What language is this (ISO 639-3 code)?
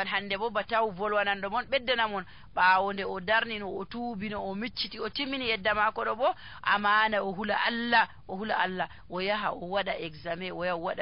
fuv